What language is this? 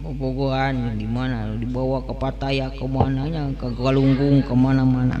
Sundanese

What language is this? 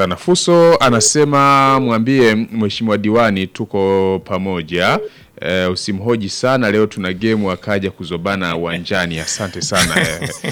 Swahili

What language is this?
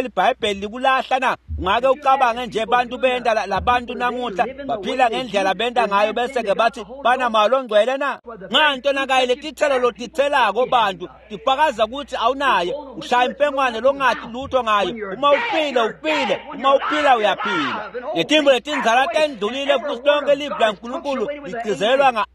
Swati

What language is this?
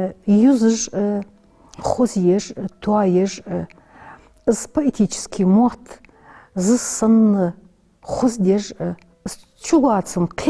Ingush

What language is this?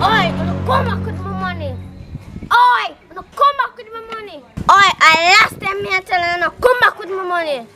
Jamaican Creole English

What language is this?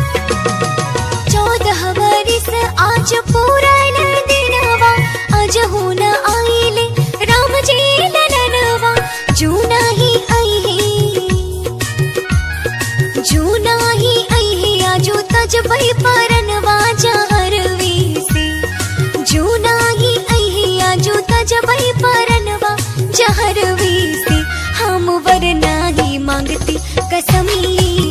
Bhojpuri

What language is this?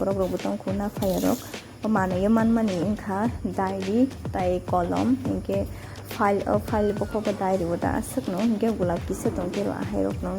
Kok Borok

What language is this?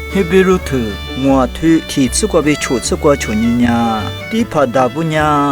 Lisu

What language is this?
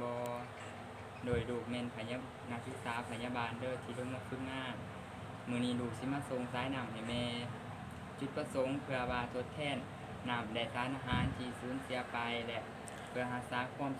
Lao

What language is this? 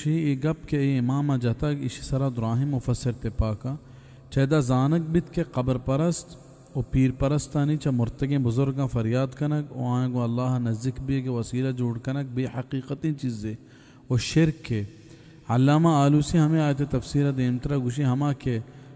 Baluchi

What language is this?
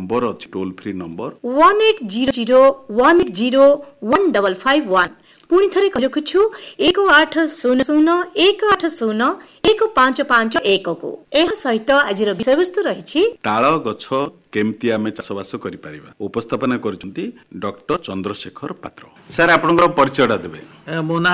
Odia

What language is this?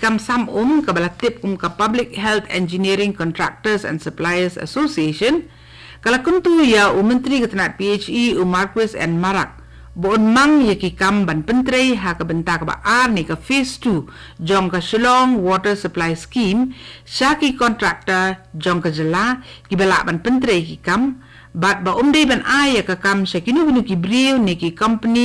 Khasi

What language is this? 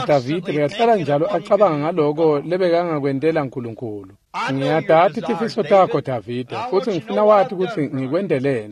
Swati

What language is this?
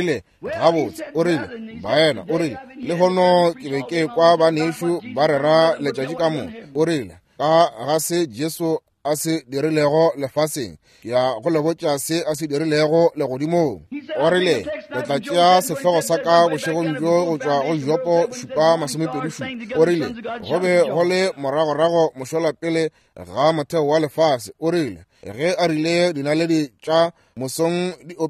Northern Sotho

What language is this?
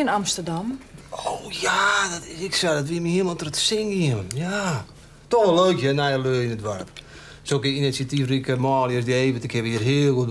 Western Frisian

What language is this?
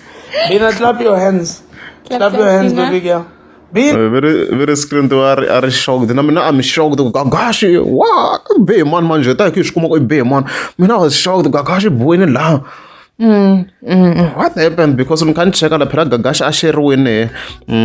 Tsonga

